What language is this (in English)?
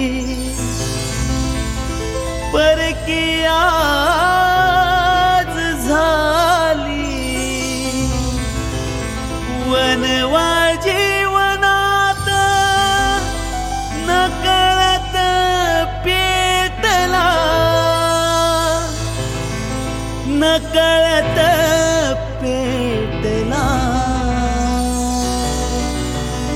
Marathi